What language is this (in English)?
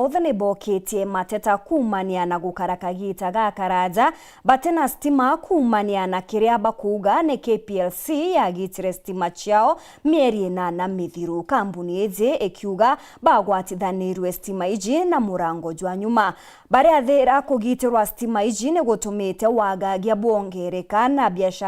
Meru